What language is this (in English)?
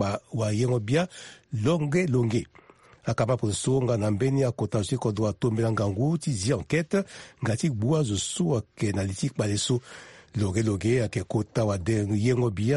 Sango